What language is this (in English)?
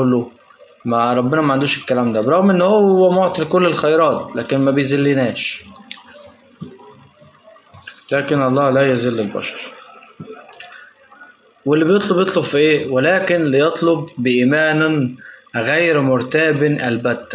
Egyptian Arabic